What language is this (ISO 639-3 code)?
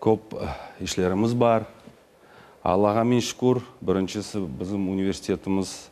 crh